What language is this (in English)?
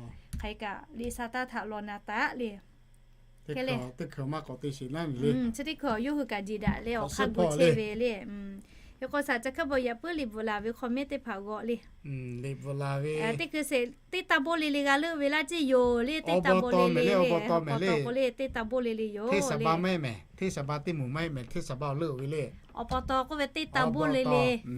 Lahu